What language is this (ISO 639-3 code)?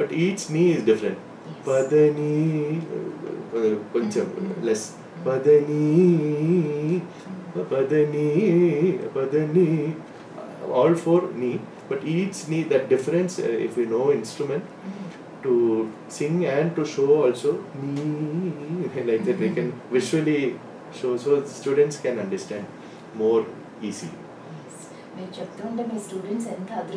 tel